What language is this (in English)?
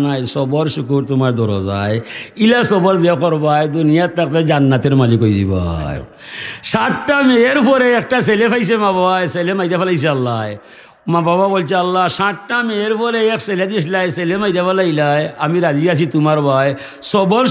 Sylheti